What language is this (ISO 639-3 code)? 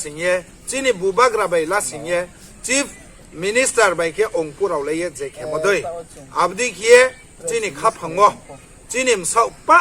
ria